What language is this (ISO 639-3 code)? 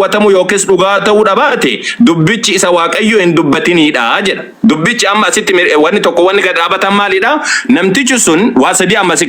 orm